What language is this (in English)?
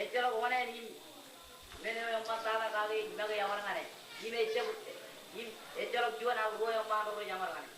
Marshallese